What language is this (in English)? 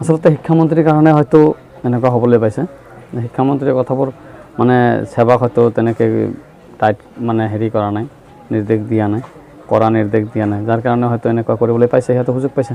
Assamese